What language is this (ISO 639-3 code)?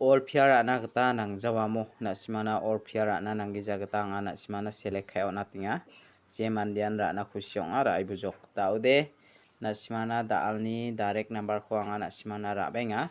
grt